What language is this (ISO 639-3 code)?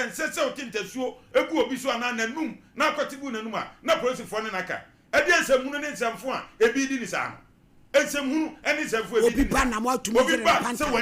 aka